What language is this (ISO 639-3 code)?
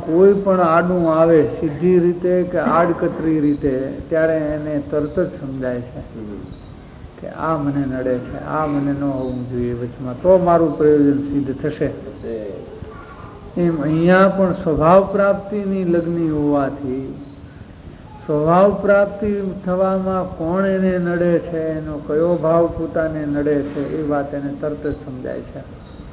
guj